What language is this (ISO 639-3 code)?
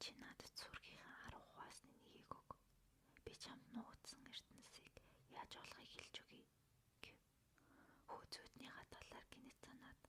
mon